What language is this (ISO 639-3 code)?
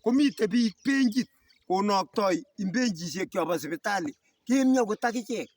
kln